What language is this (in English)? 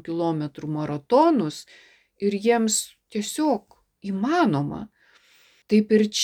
Lithuanian